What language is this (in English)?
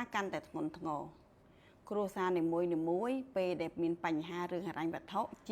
Khmer